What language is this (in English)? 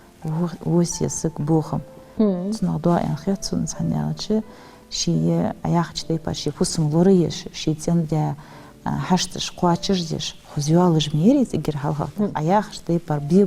Ingush